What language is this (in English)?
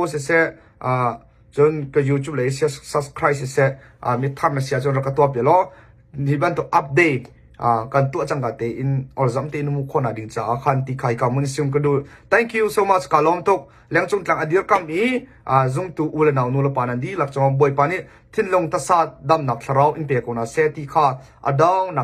Hakha Chin